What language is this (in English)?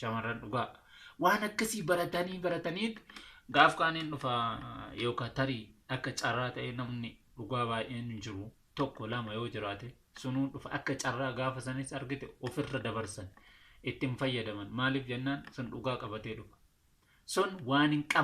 Oromo